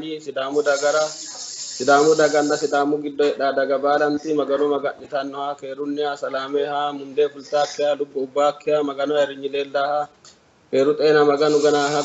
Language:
Sidamo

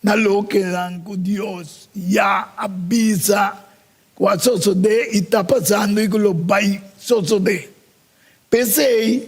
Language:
Papiamento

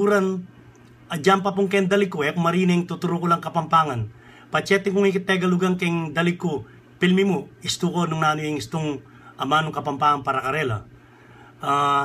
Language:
Pampanga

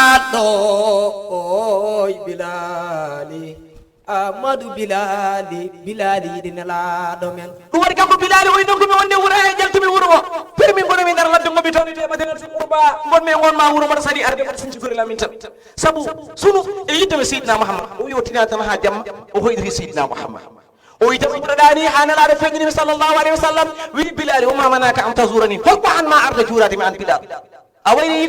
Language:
Fula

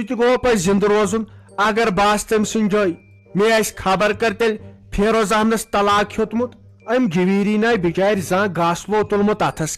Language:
Kashmiri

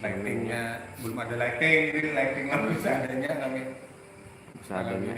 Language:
Banjar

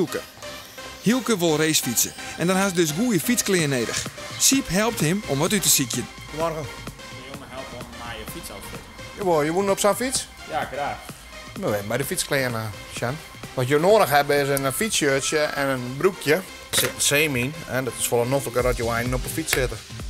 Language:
Western Frisian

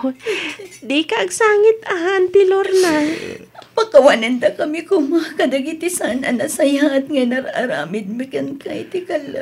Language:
Iloko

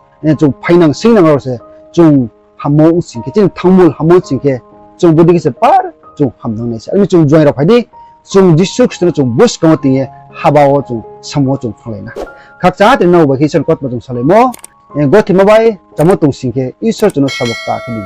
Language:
Riang (India)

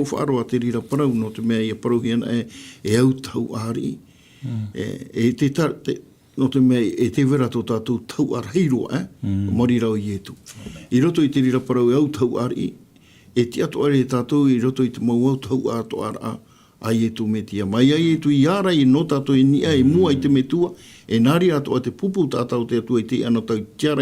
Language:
Tahitian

